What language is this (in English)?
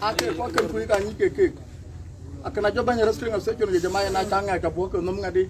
Dinka